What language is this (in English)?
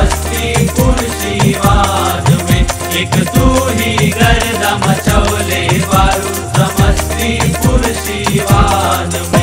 Bhojpuri